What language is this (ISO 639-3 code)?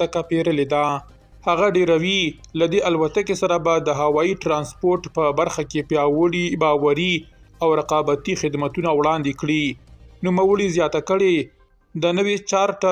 pus